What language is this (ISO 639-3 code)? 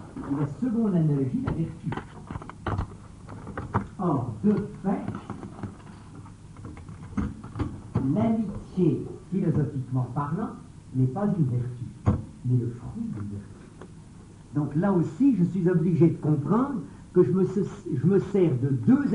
fra